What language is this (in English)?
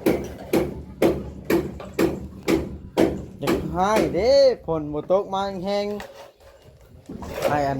Lao